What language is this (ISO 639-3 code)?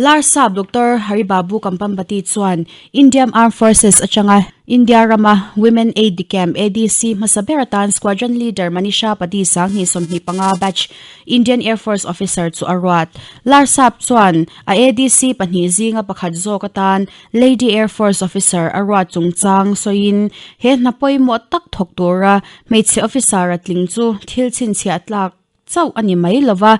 lus